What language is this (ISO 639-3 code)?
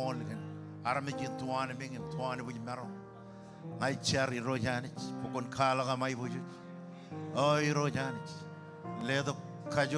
mah